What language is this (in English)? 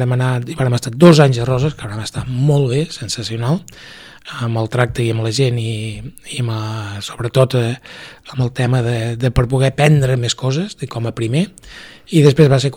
Catalan